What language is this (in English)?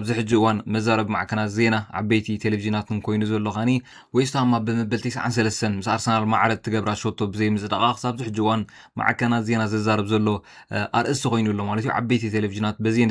Tigrinya